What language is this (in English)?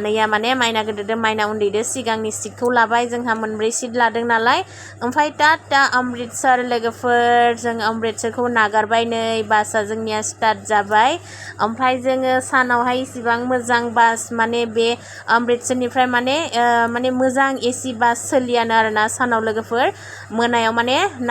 Bodo